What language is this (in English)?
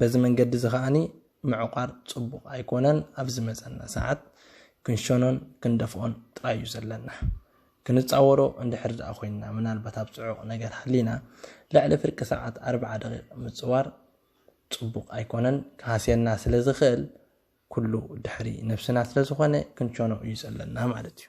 Tigrinya